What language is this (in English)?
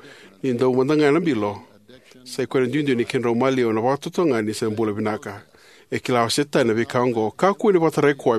Fijian